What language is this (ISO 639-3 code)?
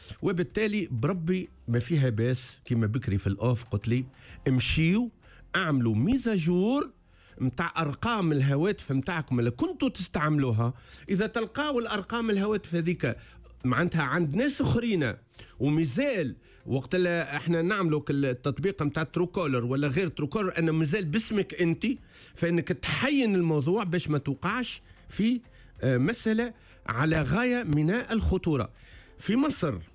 aeb